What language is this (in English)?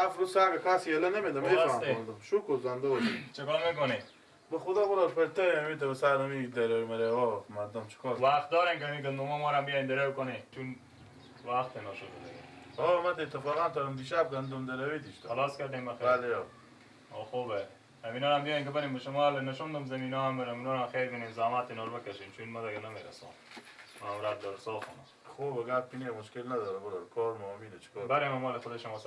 Persian